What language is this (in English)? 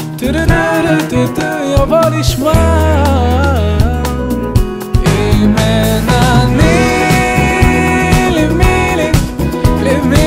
Hebrew